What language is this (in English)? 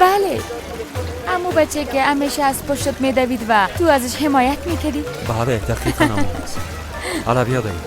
Persian